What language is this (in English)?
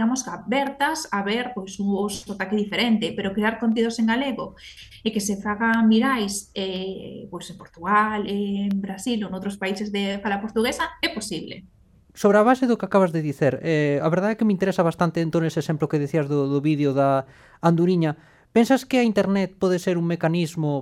Galician